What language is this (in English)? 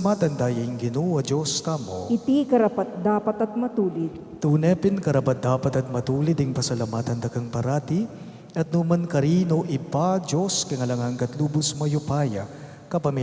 Pampanga